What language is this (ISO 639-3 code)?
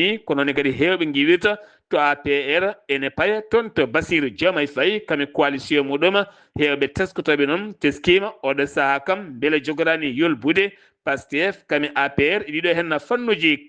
ful